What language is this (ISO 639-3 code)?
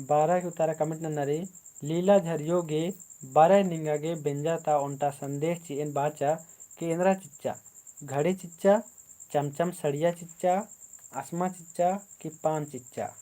kru